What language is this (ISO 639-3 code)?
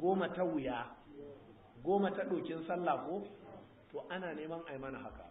hau